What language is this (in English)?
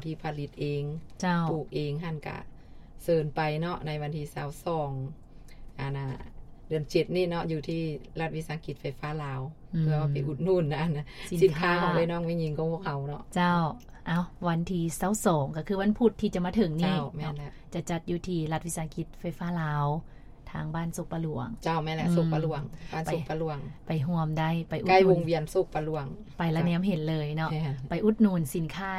Lao